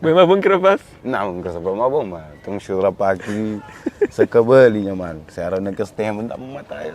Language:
Kabuverdianu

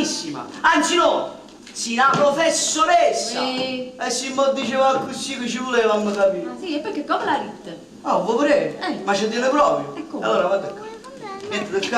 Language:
Neapolitan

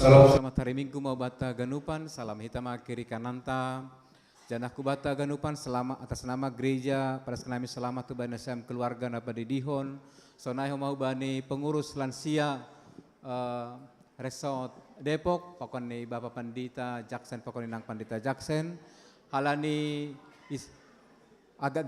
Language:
Batak Simalungun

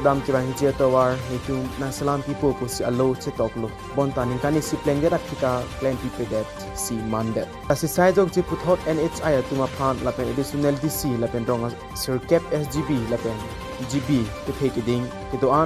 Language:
Karbi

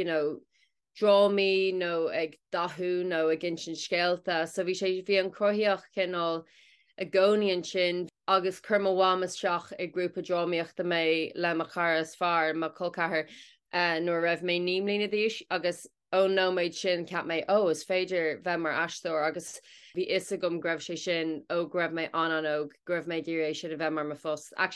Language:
Irish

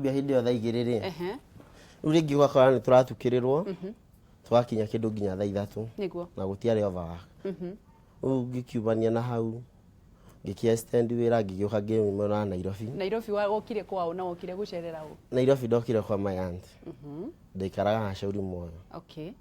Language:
Kikuyu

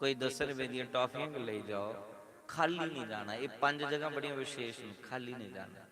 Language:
Dogri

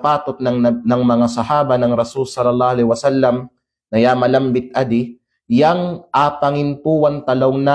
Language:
Kalagan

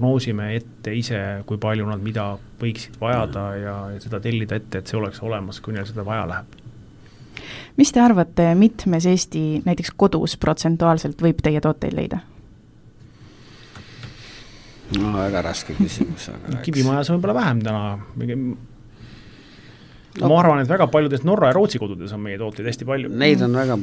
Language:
Estonian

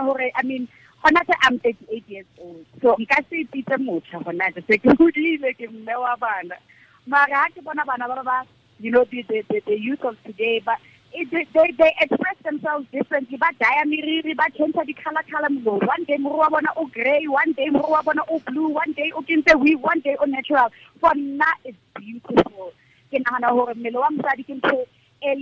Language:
Tswana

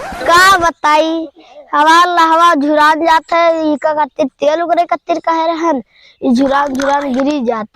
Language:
Awadhi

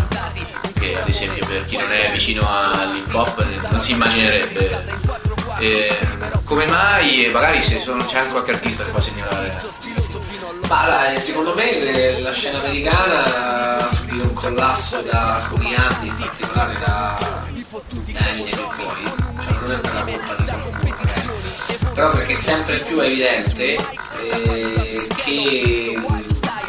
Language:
Italian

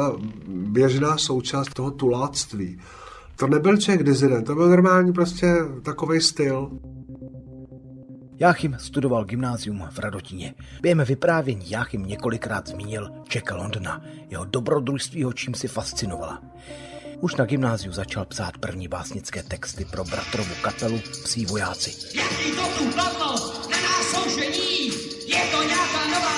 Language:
Czech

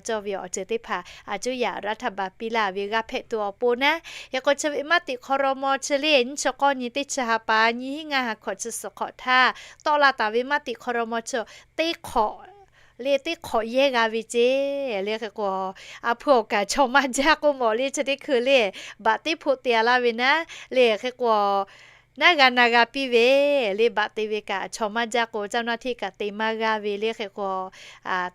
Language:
Lahu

